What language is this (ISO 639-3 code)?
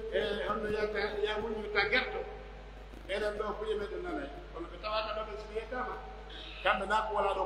fuf